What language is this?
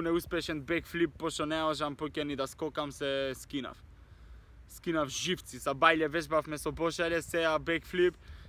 Macedonian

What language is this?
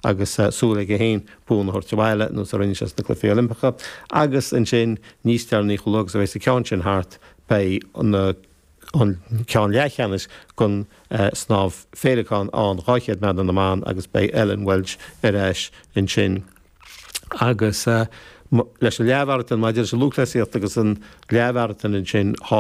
Irish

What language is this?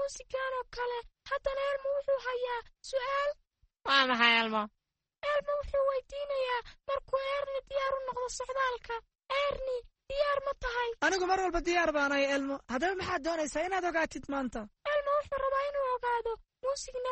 Somali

